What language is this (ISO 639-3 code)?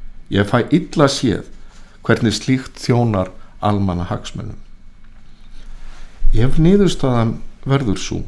isl